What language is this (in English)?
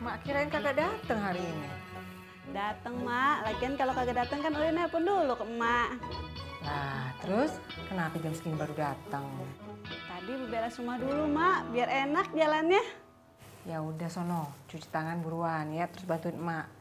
Betawi